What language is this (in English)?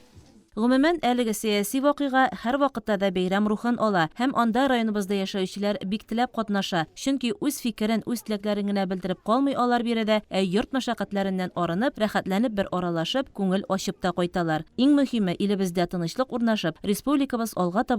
Tatar